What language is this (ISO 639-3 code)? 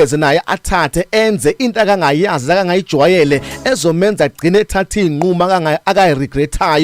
zul